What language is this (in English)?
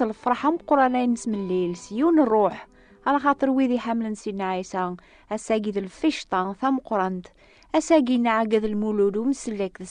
Kabyle